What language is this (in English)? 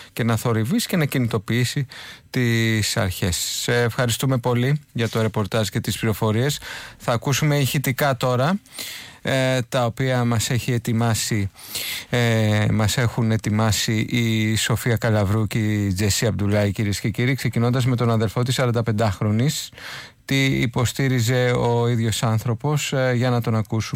Greek